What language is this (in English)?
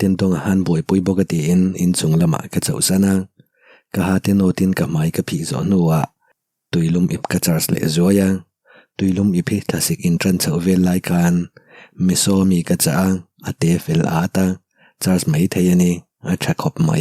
Mizo